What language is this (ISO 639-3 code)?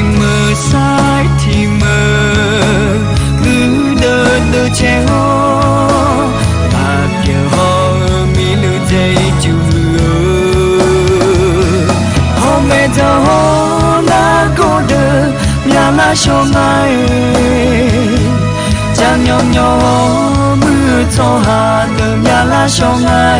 ahk